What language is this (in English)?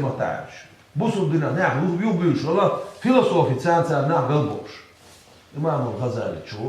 Chechen